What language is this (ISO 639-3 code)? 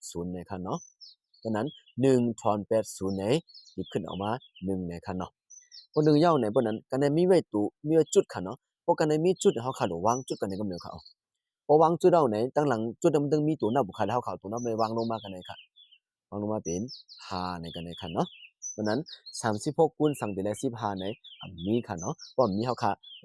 shn